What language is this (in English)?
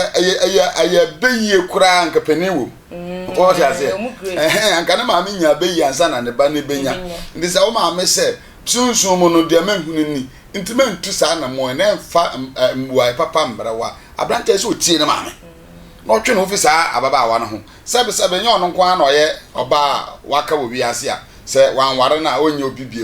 Akan